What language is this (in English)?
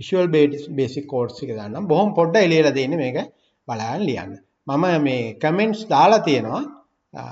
Sinhala